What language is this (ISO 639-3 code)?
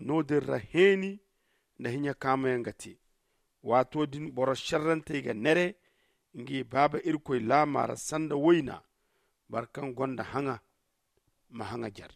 dje